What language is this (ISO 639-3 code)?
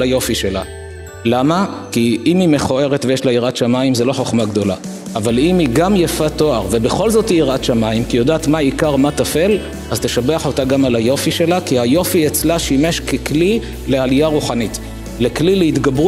heb